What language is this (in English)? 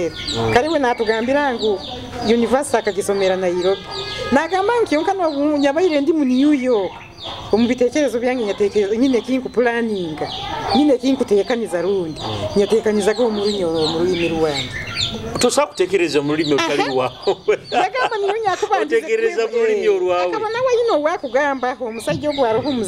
Nyoro